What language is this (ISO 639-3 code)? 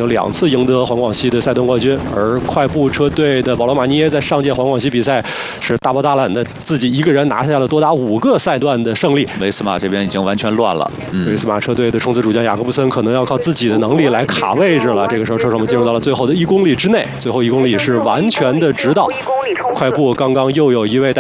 zho